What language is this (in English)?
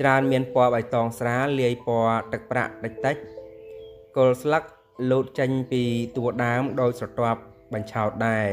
Khmer